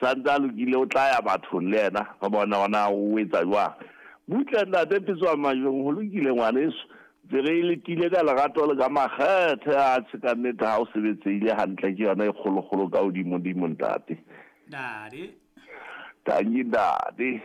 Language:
Southern Sotho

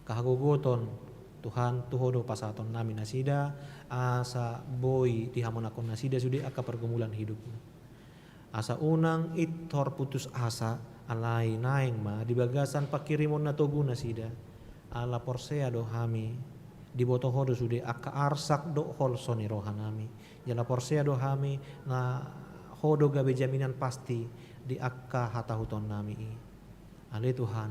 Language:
Batak Toba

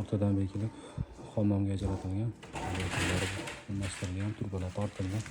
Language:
Uzbek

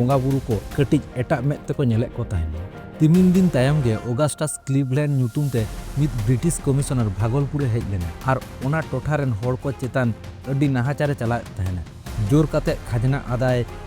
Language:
Santali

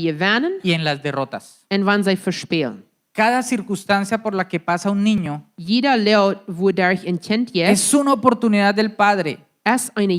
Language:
Plautdietsch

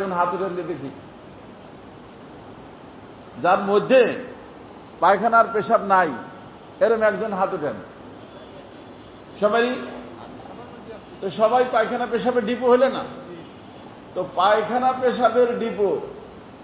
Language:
Bangla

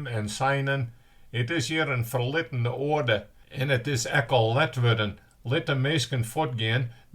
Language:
Western Frisian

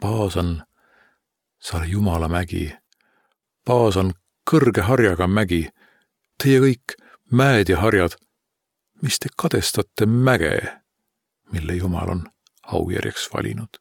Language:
Estonian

